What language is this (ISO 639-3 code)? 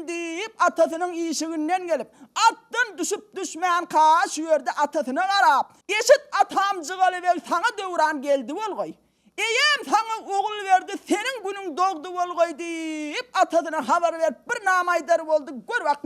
tuk